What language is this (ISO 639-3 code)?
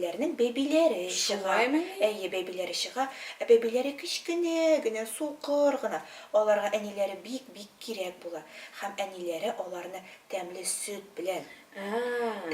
tat